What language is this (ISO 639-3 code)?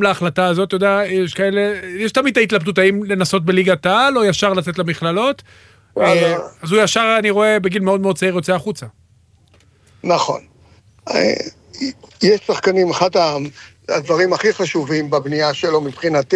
heb